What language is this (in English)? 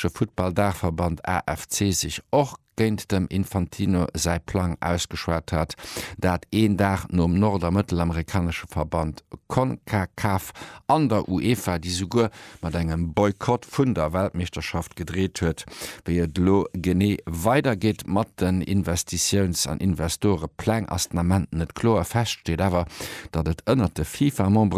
Luxembourgish